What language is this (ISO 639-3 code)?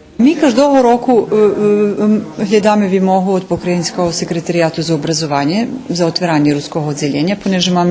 rue